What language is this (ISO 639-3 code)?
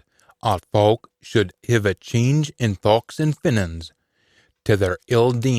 sco